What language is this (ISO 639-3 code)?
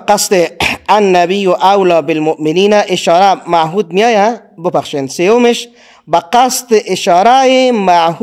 fas